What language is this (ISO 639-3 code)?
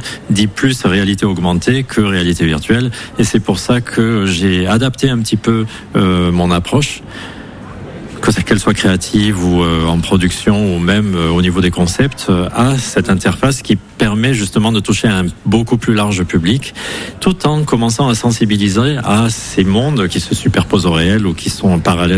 fra